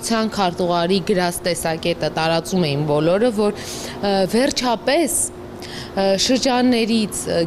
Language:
Armenian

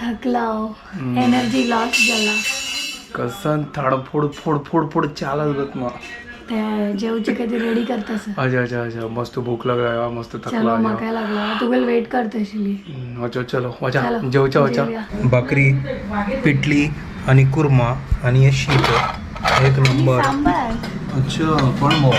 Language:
Konkani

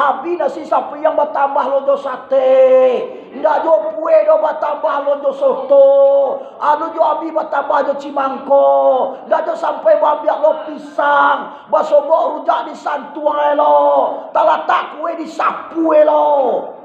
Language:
Minangkabau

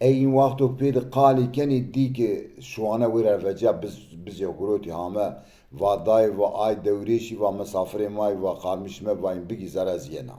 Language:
Zaza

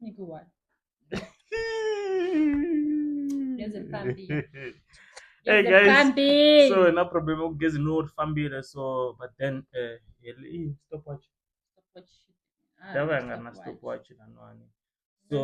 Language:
Tsonga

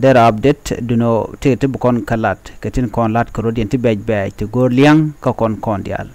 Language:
Nuer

